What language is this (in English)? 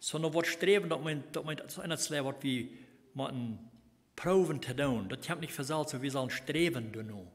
Plautdietsch